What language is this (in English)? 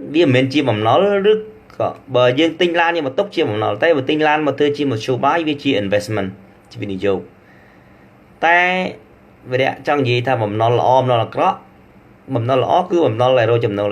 Khmer